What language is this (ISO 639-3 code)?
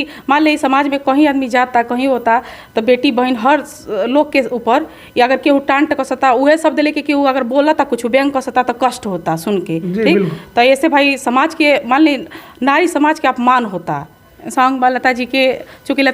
bho